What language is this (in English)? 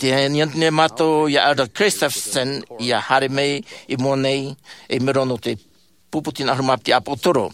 Tahitian